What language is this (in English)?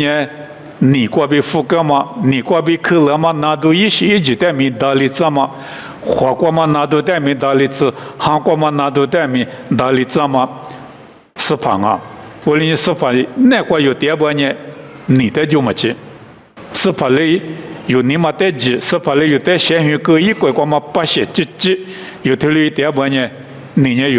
Lisu